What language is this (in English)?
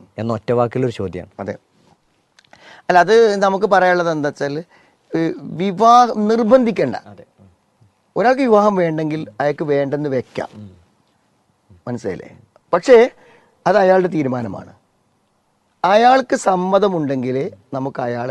Malayalam